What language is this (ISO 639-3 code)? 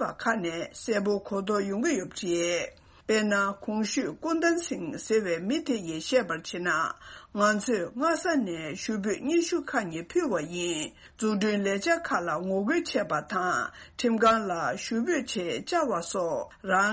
bod